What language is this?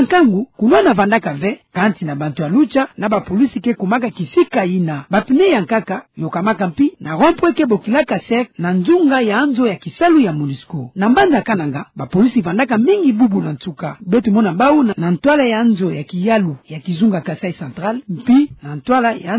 Kituba (Democratic Republic of Congo)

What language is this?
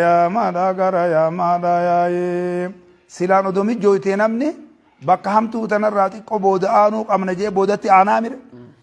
Oromo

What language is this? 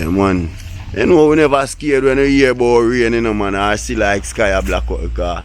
Jamaican Creole English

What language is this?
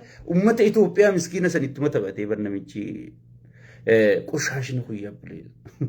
Oromo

